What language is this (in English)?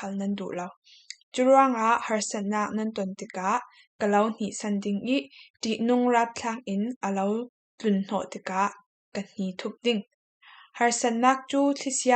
Falam Chin